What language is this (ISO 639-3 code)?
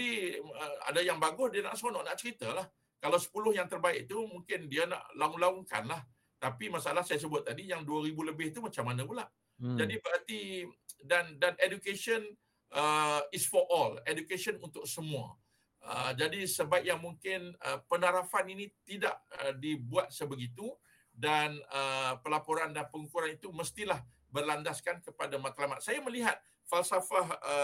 msa